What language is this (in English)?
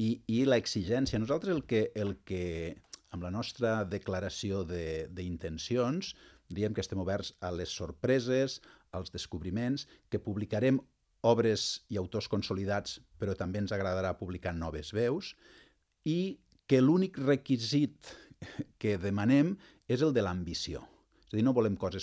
Catalan